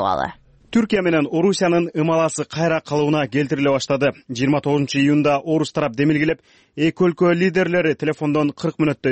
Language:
Kyrgyz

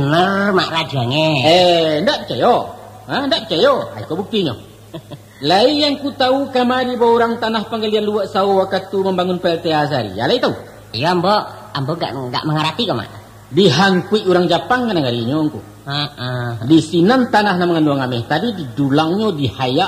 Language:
Minangkabau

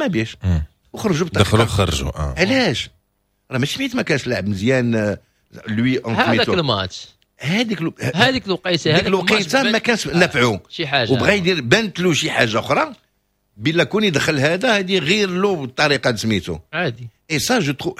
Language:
Moroccan Arabic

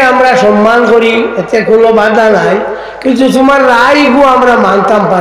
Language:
Sylheti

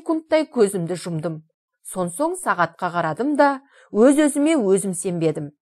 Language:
Kazakh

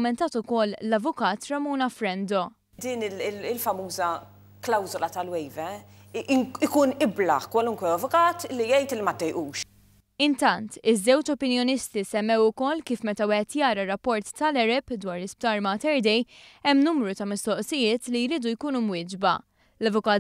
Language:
Maltese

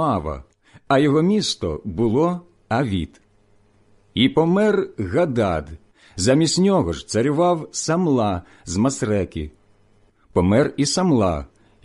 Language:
Ukrainian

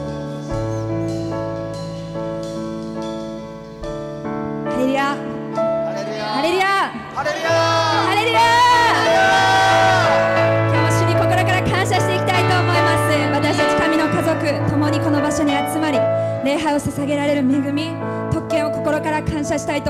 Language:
Japanese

